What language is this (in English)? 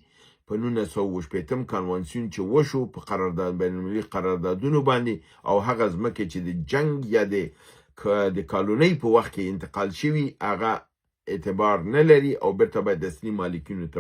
Pashto